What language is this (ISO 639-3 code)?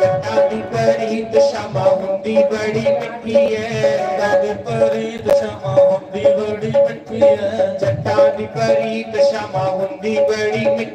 doi